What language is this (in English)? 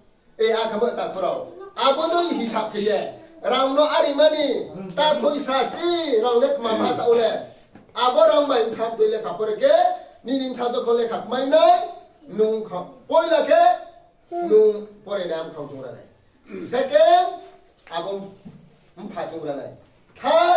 Riang (India)